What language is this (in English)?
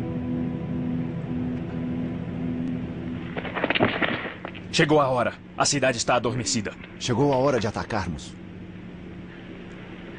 Portuguese